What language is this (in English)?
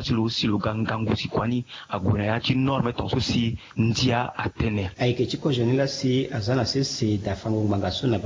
Sango